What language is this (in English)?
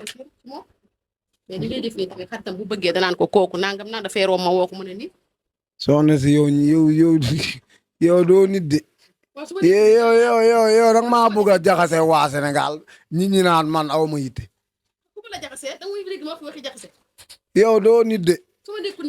Wolof